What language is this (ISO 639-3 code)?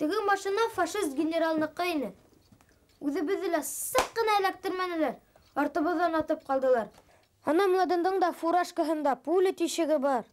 bak